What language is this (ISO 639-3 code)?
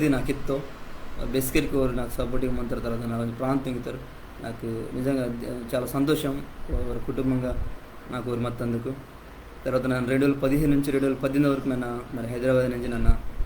kff